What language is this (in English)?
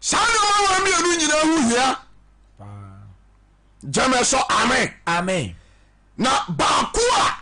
Akan